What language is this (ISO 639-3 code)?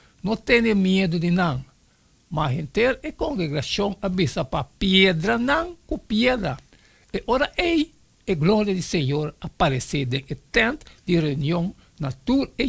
pap